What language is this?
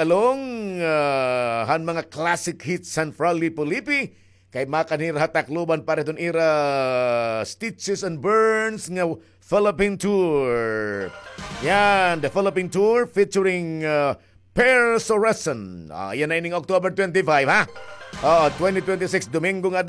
Waray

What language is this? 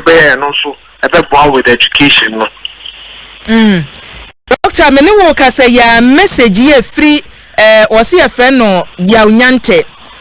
Akan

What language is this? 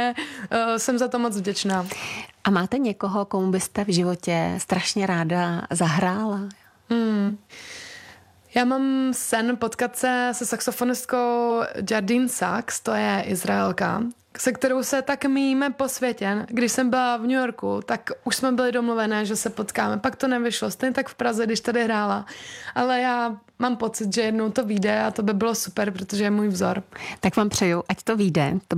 Czech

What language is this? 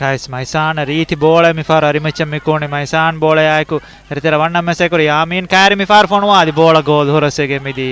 Divehi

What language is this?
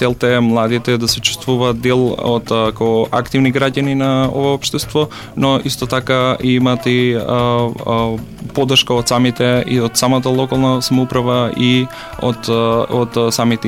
Macedonian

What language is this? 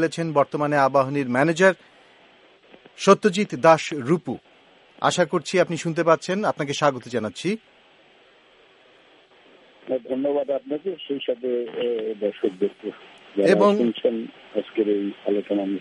Bangla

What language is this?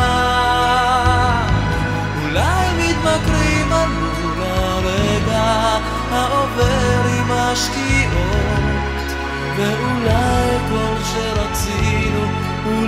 Hebrew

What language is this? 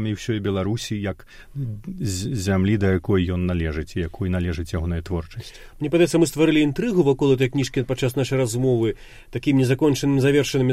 Belarusian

